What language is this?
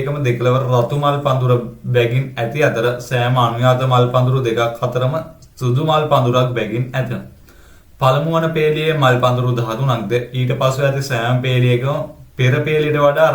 Sinhala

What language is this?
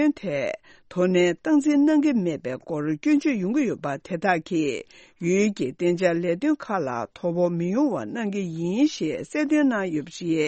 Tibetan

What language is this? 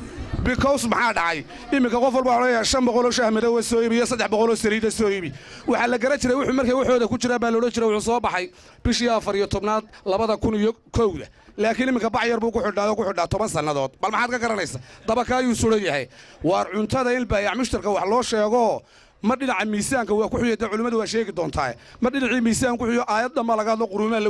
Somali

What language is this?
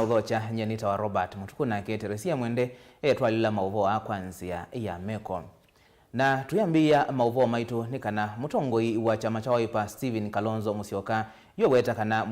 Kamba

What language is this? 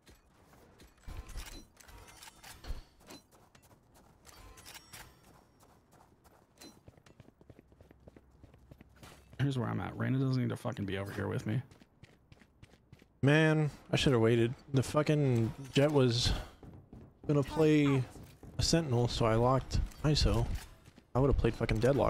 English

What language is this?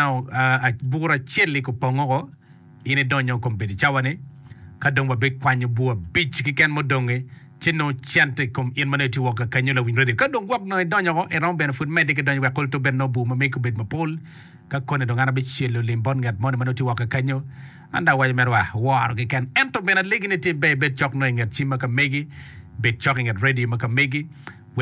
Acoli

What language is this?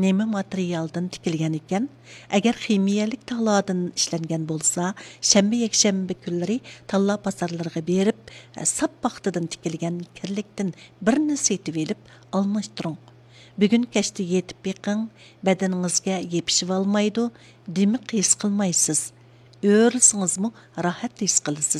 Uyghur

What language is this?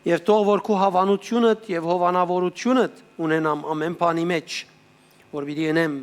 Western Armenian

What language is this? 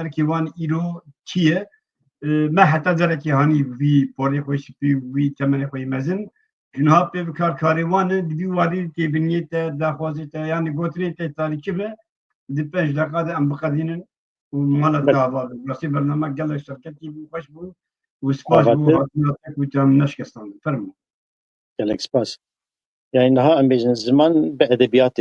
Kurdish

